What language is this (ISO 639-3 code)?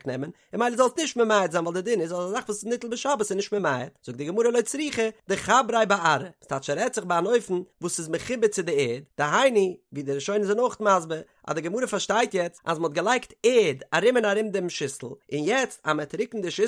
yid